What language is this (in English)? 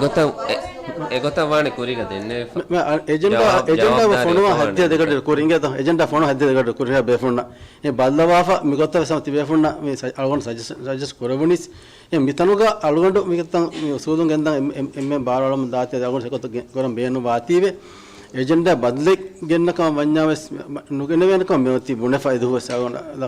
Divehi